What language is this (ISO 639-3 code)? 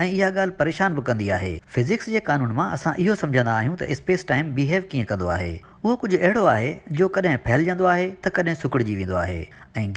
snd